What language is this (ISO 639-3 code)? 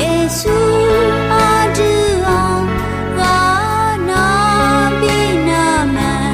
ahk